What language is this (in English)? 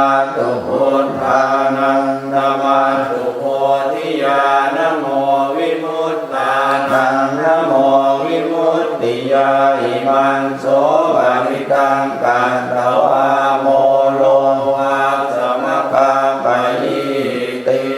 Pali